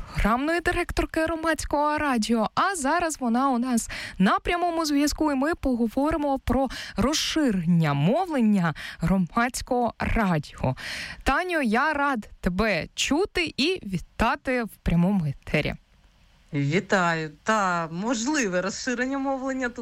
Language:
Ukrainian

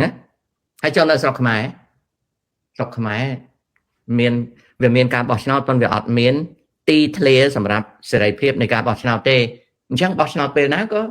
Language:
Khmer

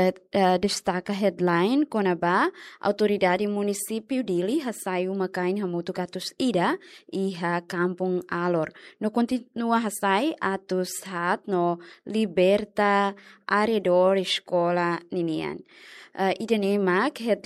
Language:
Tetum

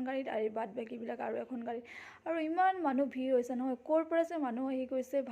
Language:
Assamese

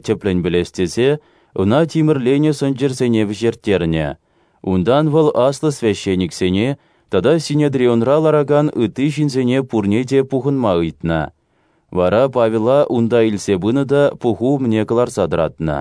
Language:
Chuvash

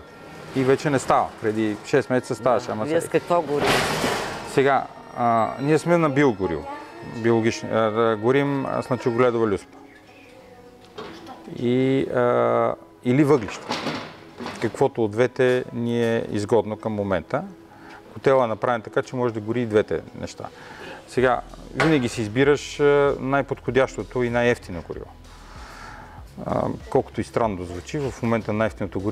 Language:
Bulgarian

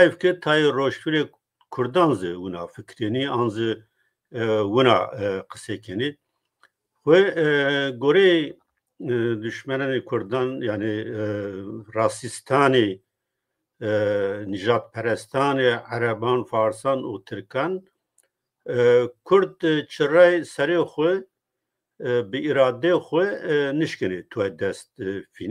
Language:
Zaza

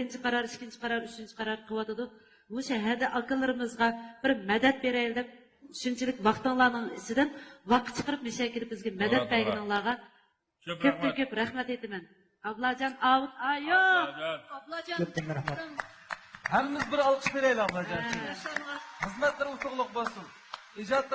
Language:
Uyghur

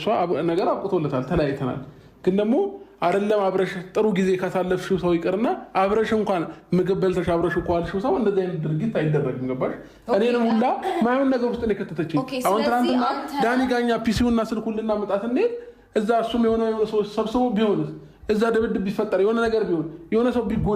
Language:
Amharic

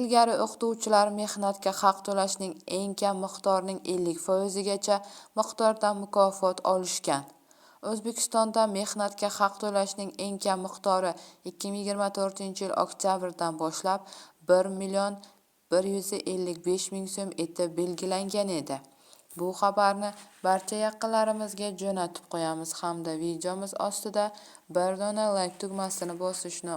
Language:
Uzbek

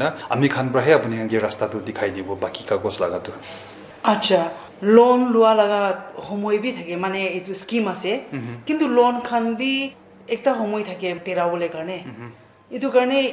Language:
Naga Pidgin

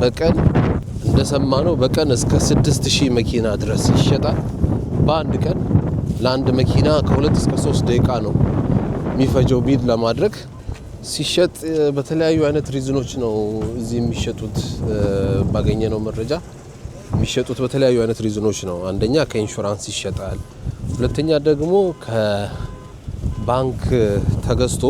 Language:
Amharic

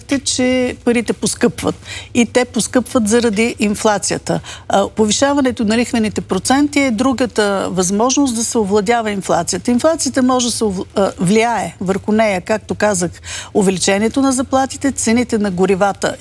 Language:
Bulgarian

